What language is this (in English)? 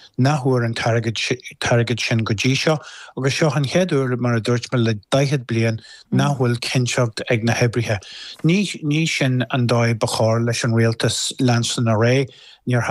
Irish